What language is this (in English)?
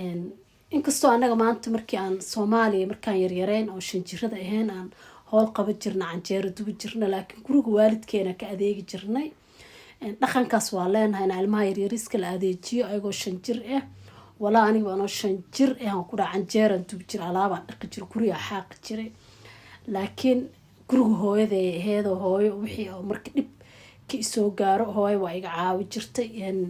Somali